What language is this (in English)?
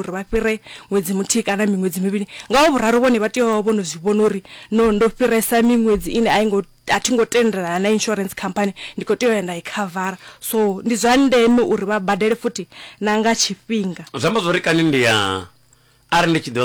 Venda